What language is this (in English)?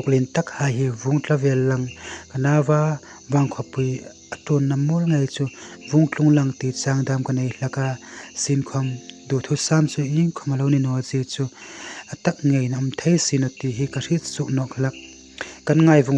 Hmar